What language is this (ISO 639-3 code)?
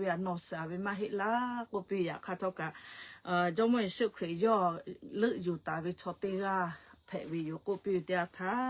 lhu